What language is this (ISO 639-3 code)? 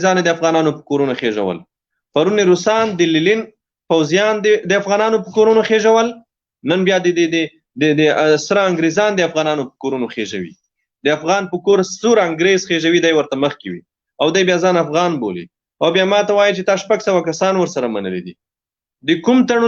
pus